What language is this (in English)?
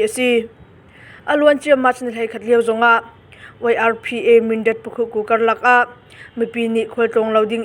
Hakha Chin